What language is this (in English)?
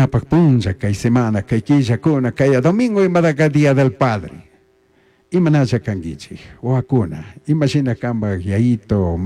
Chimborazo Highland Quichua